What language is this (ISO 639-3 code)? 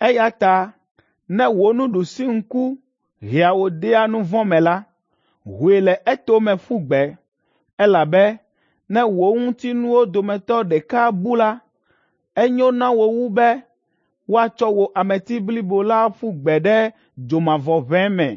ewe